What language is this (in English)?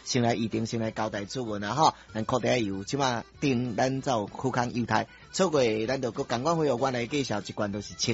Min Nan Chinese